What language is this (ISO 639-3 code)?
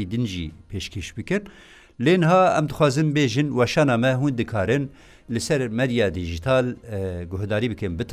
kur